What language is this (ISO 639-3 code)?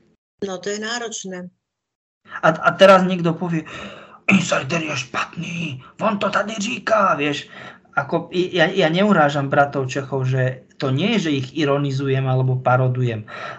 slk